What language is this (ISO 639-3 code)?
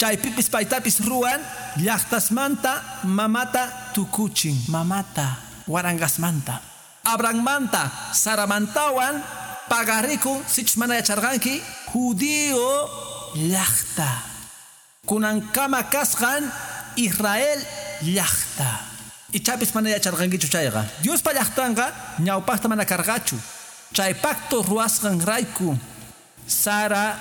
que